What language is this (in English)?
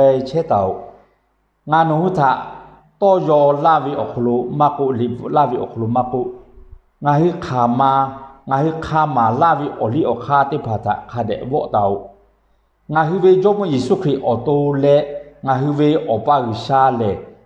Lahu